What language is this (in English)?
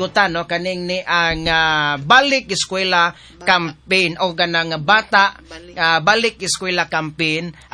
Cebuano